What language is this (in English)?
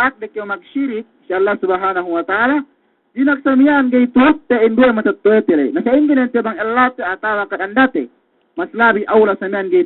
Yakan